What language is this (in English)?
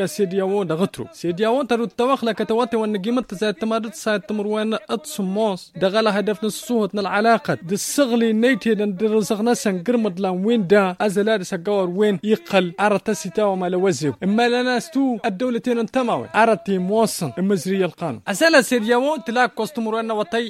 Tamasheq